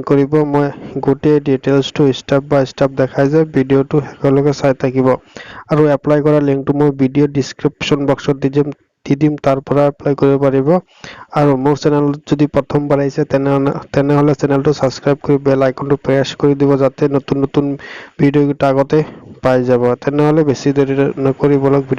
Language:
Assamese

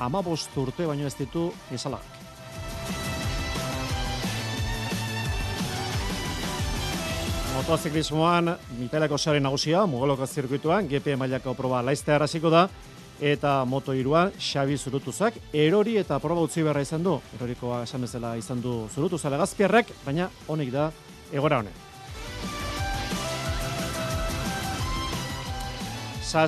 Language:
Basque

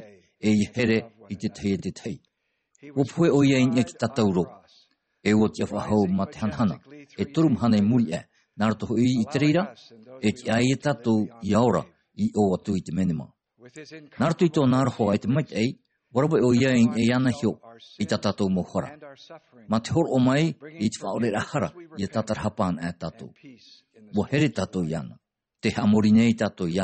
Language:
Tahitian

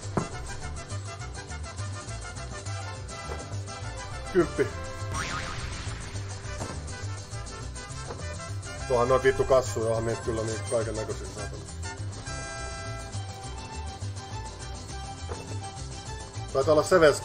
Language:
Finnish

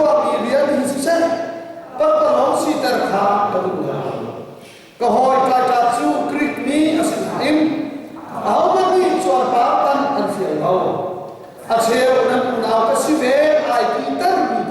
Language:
Hakha Chin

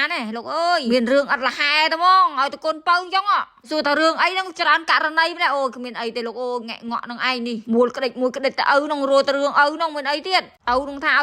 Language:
Khmer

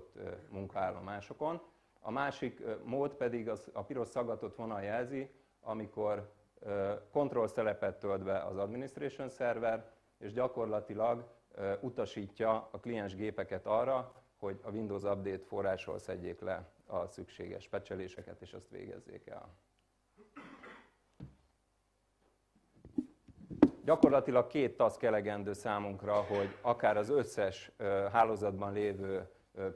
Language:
Hungarian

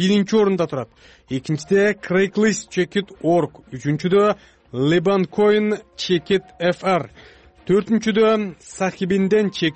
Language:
Kyrgyz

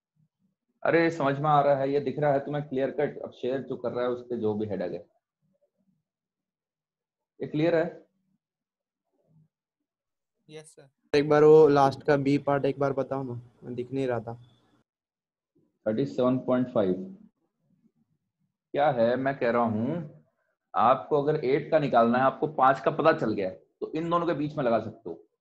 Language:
Hindi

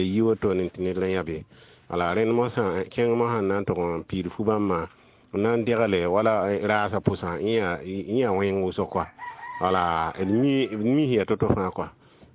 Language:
Mossi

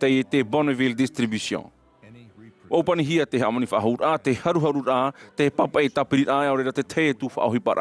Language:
Tahitian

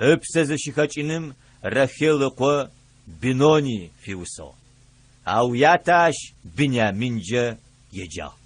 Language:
Adyghe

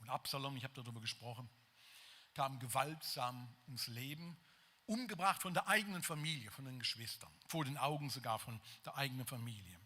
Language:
Swiss German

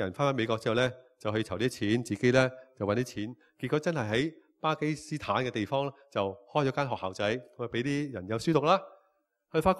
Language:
Cantonese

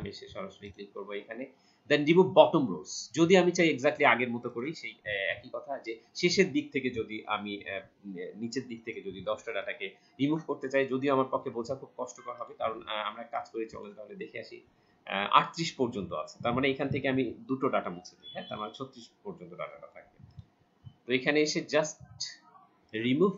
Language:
Bangla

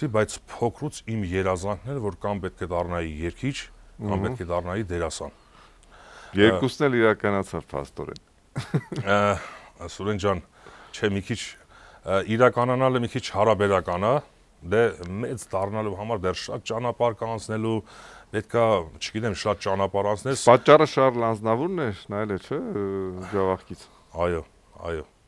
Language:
Armenian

